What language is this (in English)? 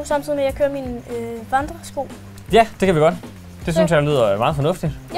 Danish